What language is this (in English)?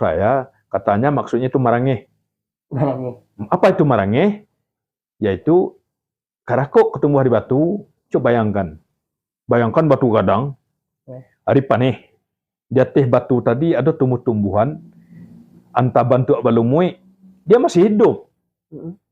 Minangkabau